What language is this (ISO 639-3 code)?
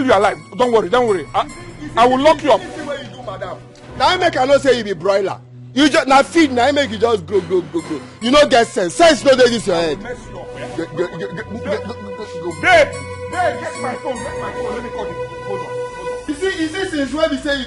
pcm